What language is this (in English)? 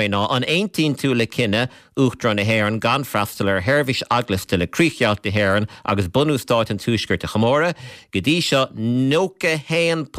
Irish